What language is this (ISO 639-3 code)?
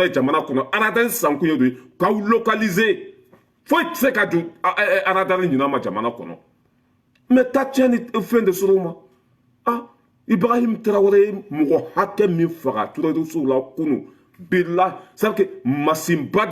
bam